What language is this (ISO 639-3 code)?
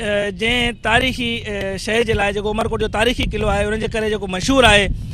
snd